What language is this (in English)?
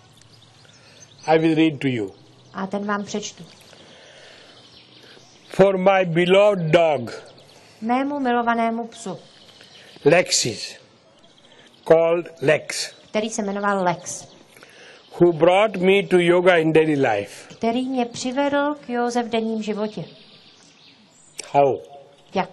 Czech